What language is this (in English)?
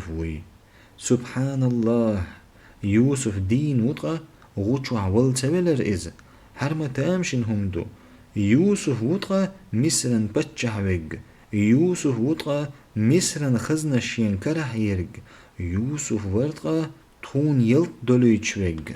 Chechen